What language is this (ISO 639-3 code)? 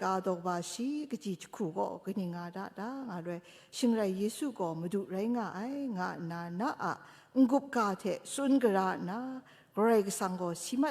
kac